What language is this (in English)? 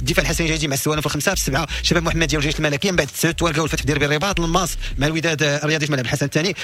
Moroccan Arabic